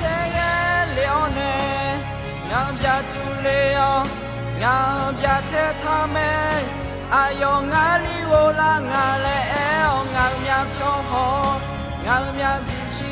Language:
Akha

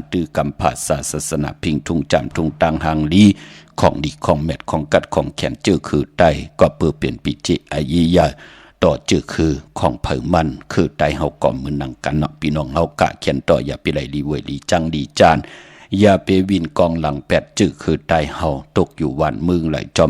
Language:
Shan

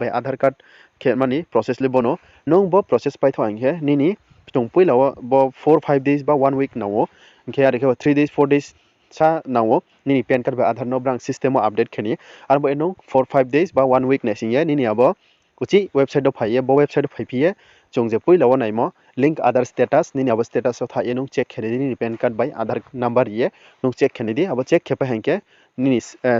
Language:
Riang (India)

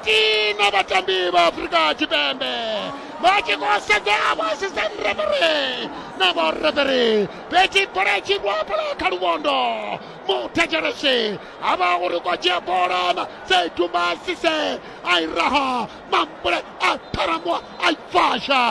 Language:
Venda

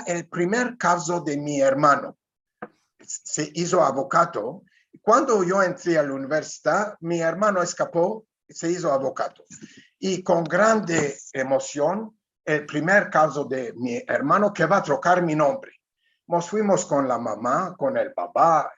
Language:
Ladino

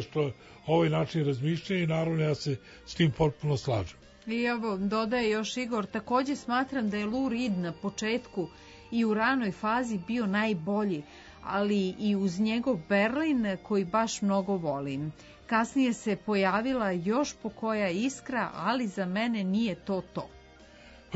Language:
Serbian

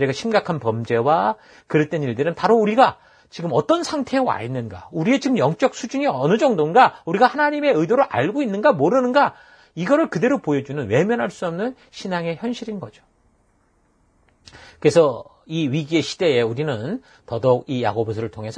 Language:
Korean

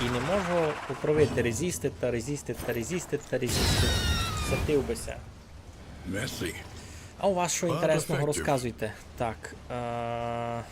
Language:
Rusyn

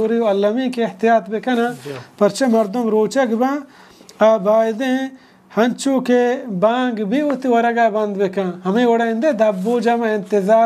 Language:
Baluchi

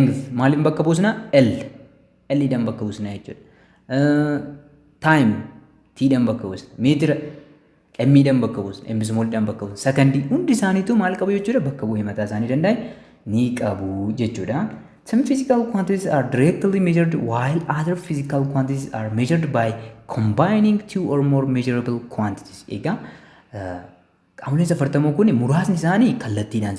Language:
Oromo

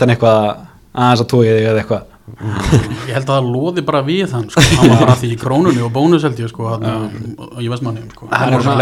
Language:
Icelandic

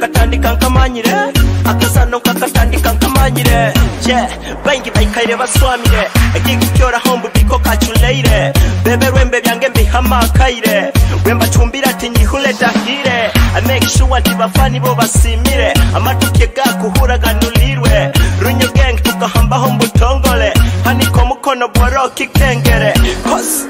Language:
Nyoro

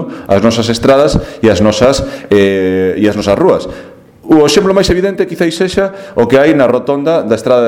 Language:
Galician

